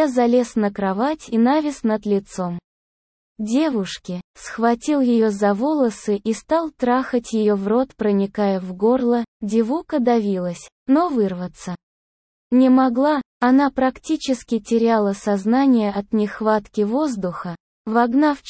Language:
Russian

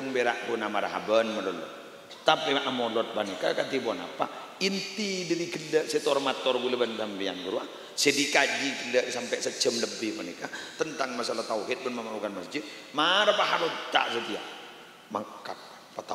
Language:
Madurese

